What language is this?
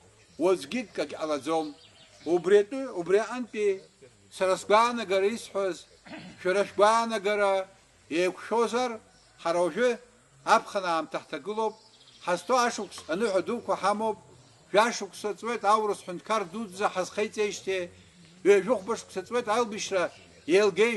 Abkhazian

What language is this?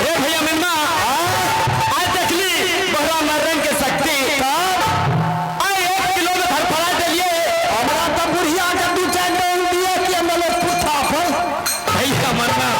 Maithili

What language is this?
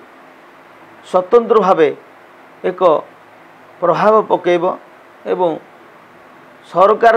Odia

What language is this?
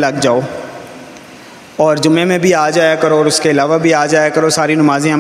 Urdu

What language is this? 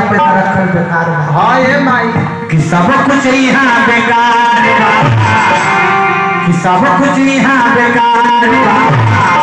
Bhojpuri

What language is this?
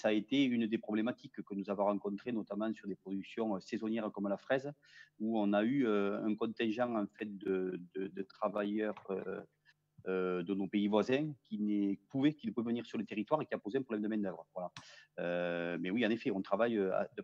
French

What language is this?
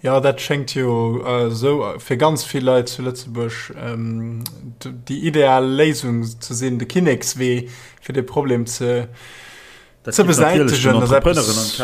Luxembourgish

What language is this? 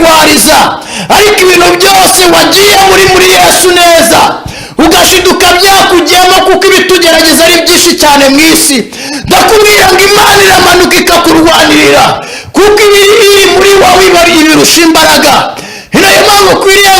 Kinyarwanda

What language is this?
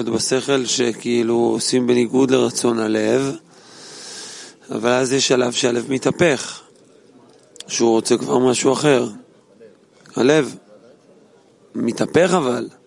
Hebrew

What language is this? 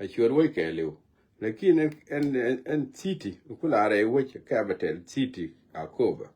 Nuer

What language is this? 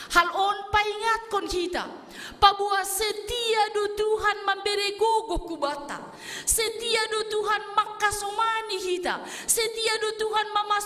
Batak Simalungun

